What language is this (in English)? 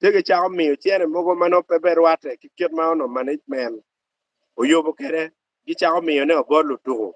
Acoli